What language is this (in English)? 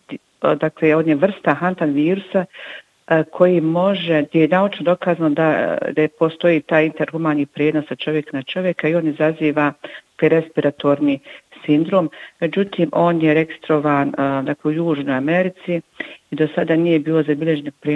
Bosnian